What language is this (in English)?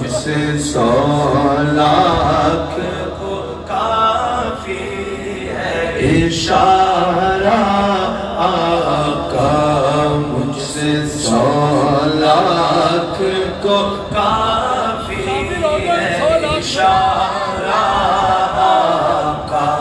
Urdu